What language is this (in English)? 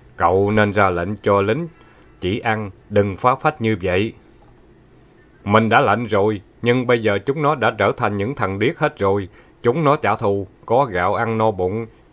Vietnamese